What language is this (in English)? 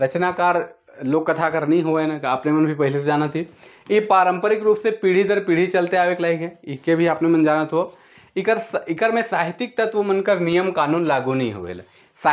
Sadri